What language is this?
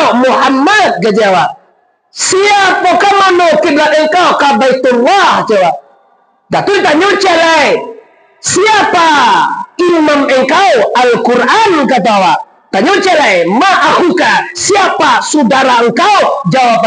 Minangkabau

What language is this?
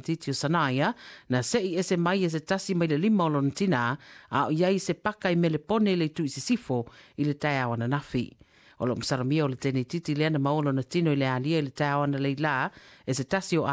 Samoan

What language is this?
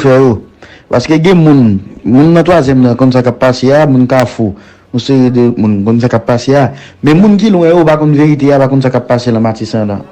Haitian Creole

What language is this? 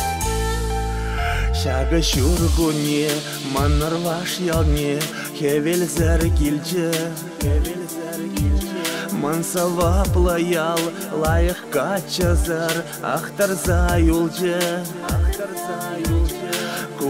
Chuvash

